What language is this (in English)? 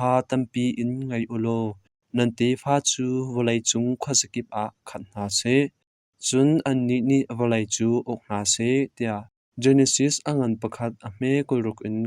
Hakha Chin